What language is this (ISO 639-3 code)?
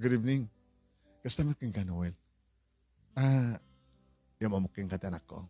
ilo